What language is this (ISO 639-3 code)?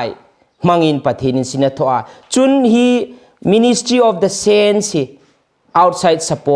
hmr